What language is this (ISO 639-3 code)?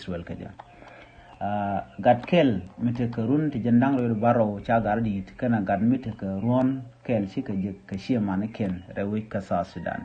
nus